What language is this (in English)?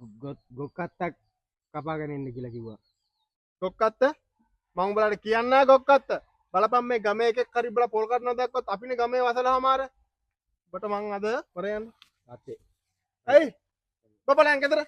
Sinhala